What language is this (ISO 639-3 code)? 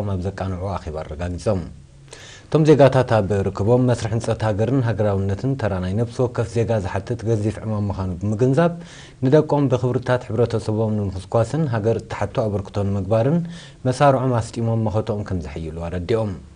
tir